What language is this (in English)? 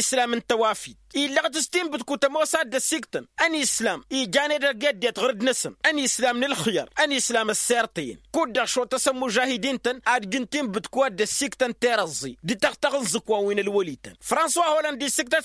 Tamasheq